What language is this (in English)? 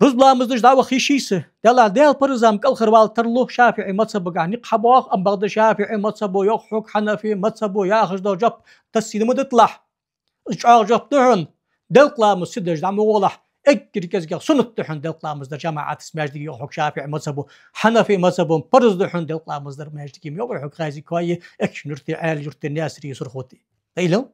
Ingush